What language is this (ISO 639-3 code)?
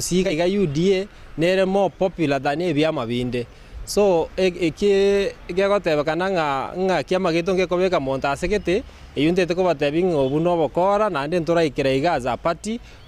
guz